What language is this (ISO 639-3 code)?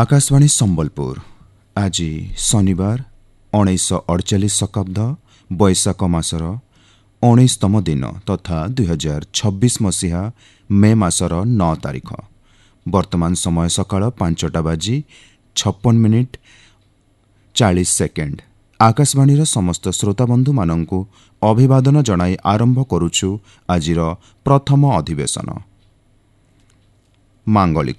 ori